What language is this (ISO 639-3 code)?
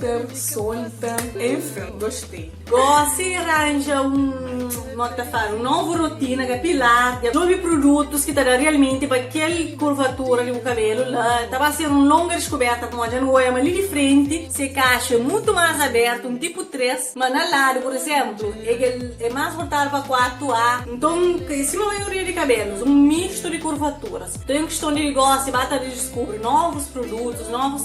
kea